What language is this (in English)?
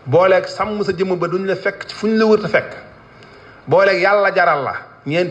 Wolof